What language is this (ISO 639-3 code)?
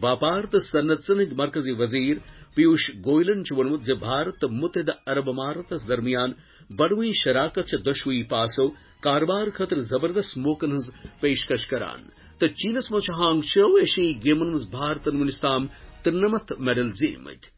kas